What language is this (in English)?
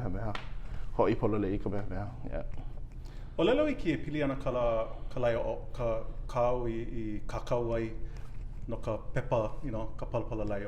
Hawaiian